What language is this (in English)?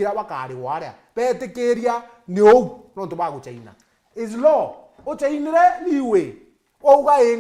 Meru